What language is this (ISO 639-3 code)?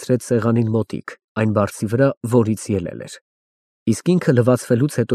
hye